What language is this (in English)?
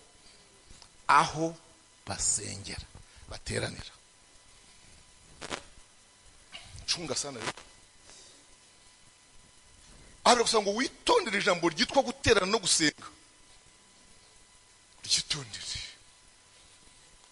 Kinyarwanda